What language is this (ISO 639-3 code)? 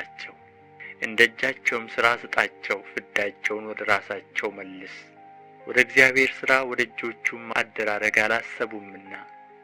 amh